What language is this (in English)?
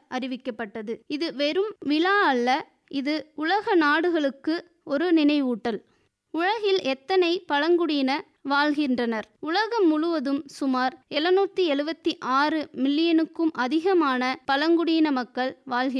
Tamil